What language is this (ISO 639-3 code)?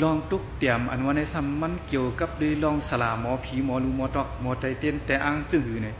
shn